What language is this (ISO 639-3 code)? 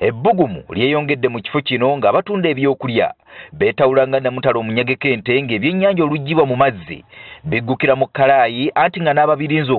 lug